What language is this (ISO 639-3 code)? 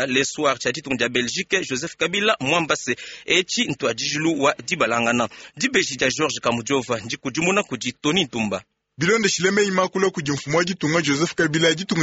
lua